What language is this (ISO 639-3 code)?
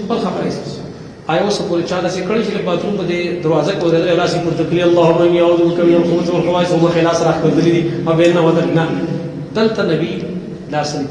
pus